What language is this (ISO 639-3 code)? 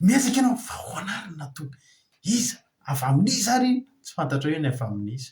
mlg